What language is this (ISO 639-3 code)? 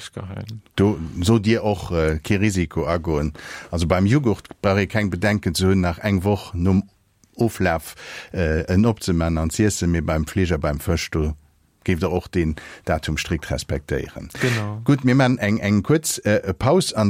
ltz